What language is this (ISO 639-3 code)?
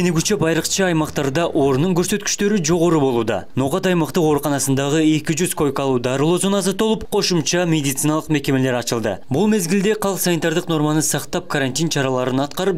kir